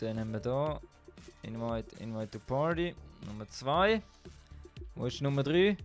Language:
Swiss German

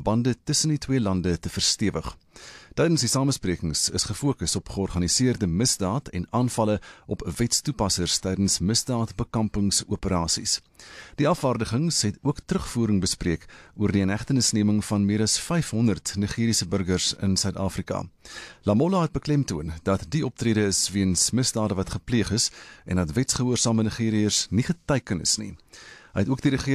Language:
Afrikaans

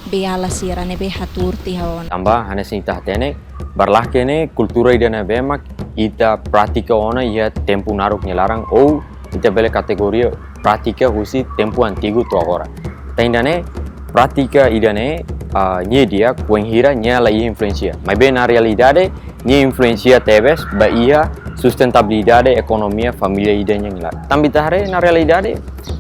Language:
Tetum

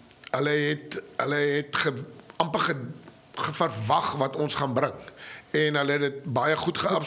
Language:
Afrikaans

